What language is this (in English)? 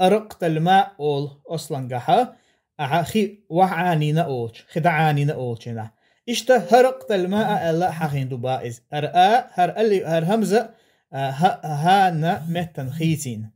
Chechen